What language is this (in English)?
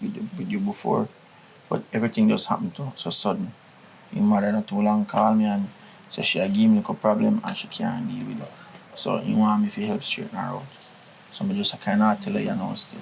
Jamaican Creole English